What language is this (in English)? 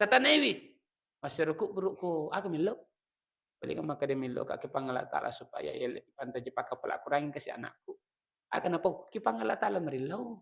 Buginese